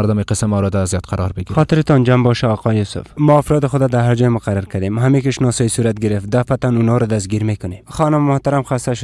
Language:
Persian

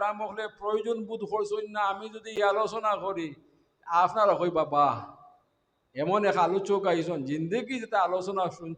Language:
Sylheti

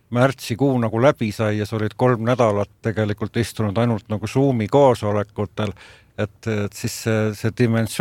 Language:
Estonian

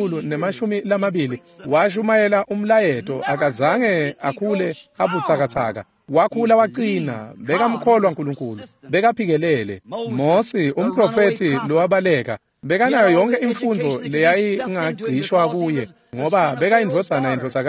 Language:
Swati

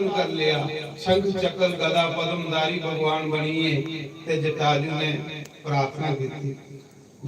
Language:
Dogri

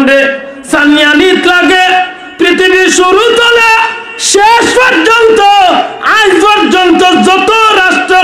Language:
Sylheti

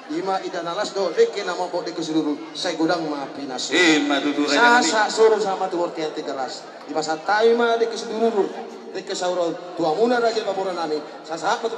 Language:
Batak Toba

